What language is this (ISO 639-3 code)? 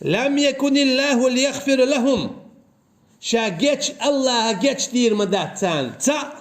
che